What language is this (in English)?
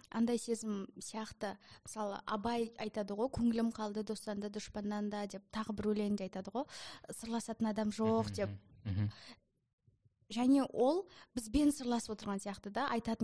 Kazakh